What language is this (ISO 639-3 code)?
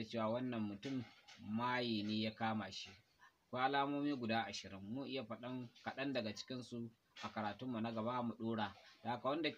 hau